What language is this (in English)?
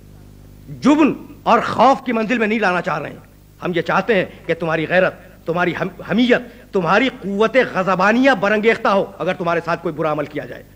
Urdu